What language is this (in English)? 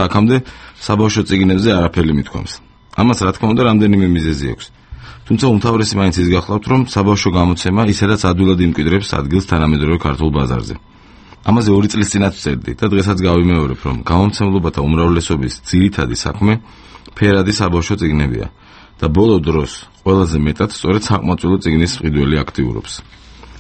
Georgian